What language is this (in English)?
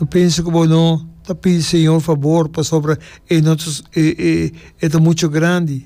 Papiamento